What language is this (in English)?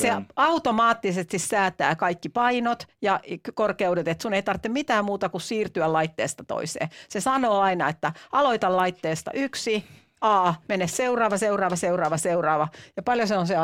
Finnish